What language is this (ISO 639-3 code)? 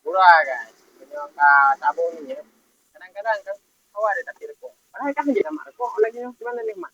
ace